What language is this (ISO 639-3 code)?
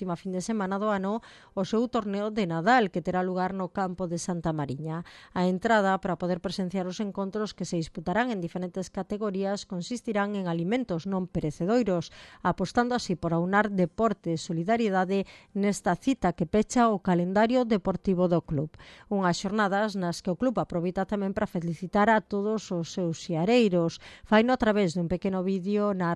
glg